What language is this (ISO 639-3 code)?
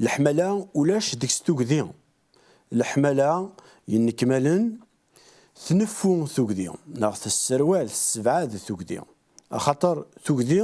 kab